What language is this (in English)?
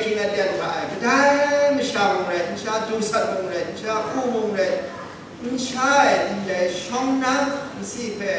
Kachin